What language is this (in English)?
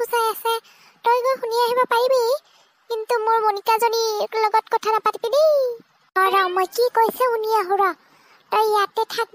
Assamese